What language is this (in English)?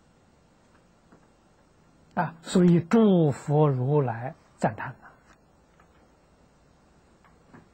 Chinese